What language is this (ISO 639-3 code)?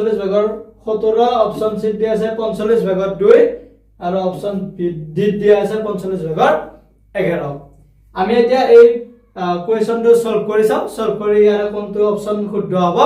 asm